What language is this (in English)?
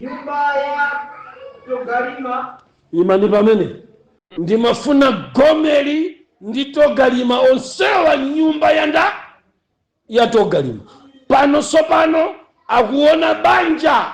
Nyanja